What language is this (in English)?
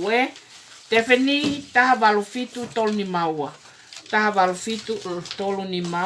Tongan